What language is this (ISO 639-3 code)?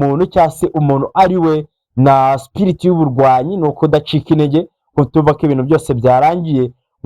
kin